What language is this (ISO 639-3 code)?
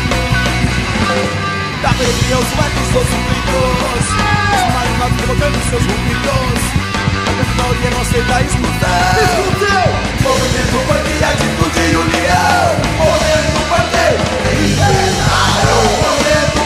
por